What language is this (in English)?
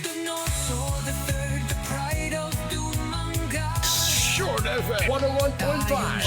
Hiligaynon